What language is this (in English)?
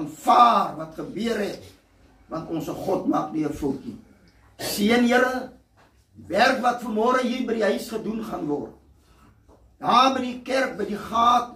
Afrikaans